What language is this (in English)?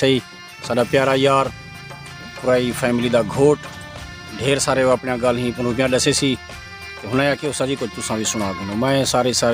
Saraiki